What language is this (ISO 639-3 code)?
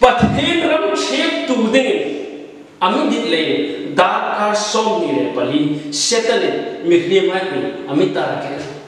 hmr